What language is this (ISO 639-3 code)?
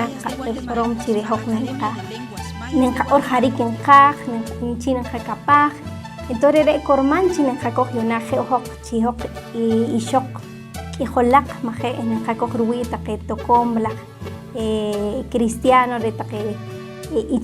poh